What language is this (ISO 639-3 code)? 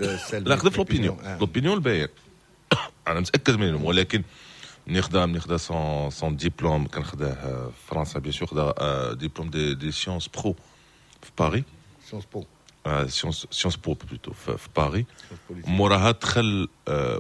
ary